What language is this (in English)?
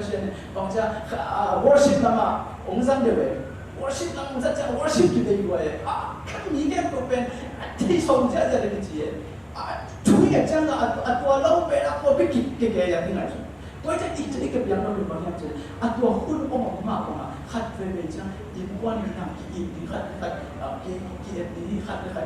Tedim Chin